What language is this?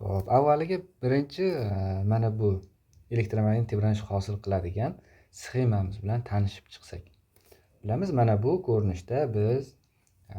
Uzbek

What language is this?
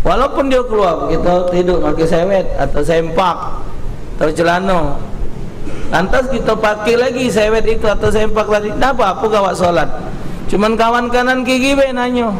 Musi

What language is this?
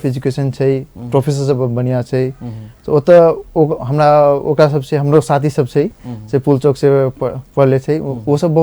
Maithili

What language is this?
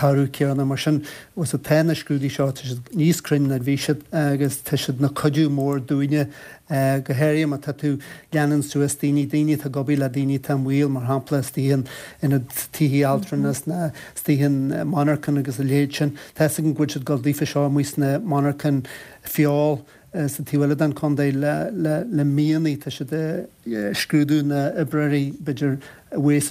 Irish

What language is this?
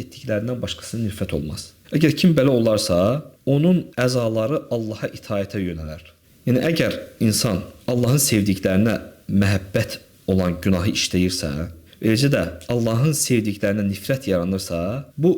Azerbaijani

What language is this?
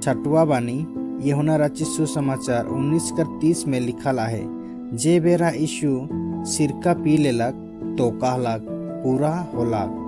Sadri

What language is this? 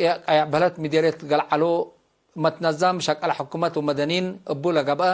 Tigre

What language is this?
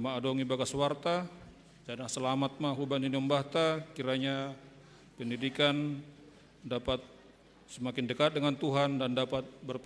Batak Simalungun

